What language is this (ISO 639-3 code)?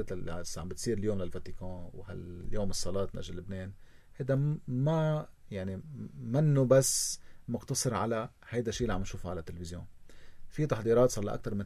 apc